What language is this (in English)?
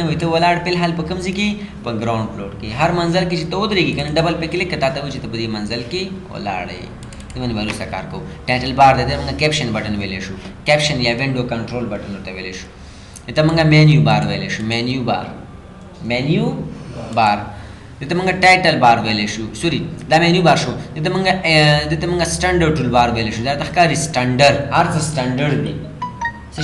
Pashto